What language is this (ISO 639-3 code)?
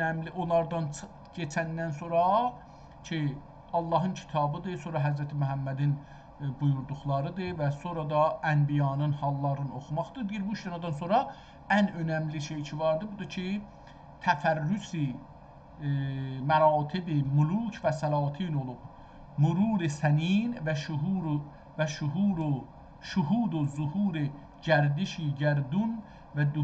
azb